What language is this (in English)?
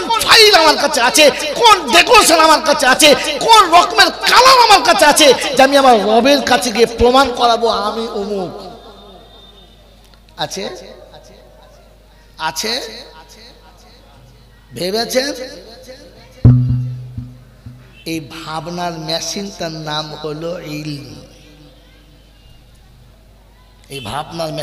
Bangla